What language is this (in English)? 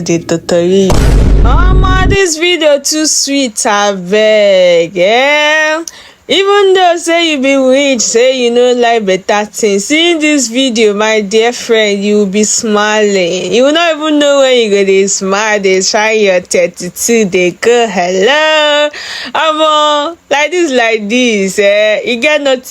Nigerian Pidgin